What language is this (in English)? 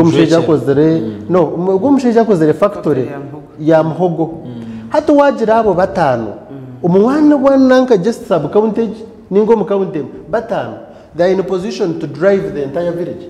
Nyankole